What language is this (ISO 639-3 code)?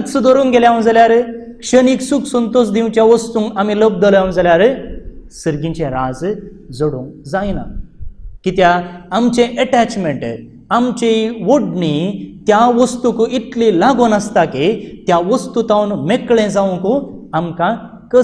kok